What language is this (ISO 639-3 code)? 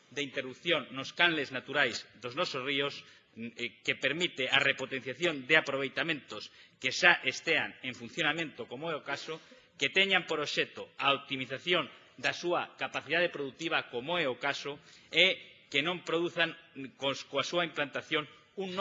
glg